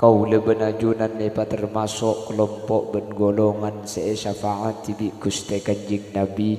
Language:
Madurese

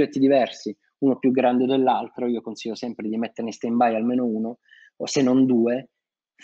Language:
Italian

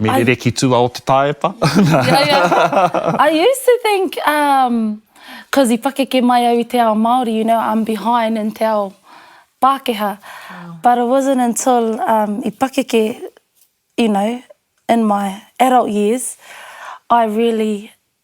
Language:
Māori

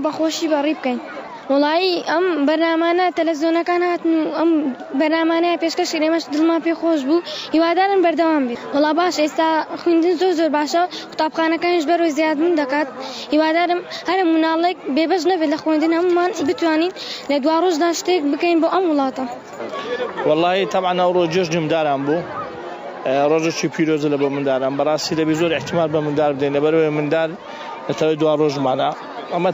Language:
Kurdish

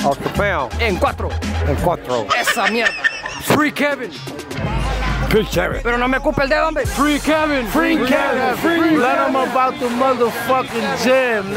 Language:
Spanish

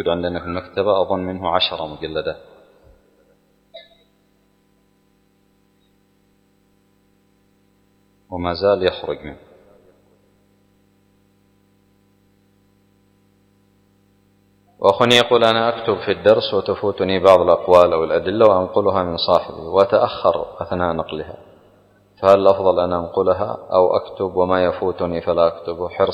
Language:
Arabic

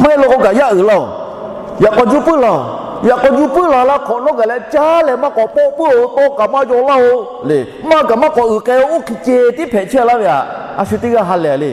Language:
Lahu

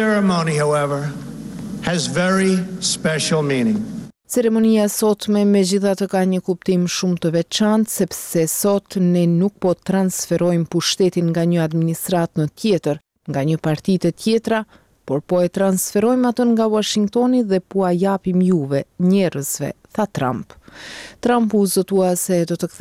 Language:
Albanian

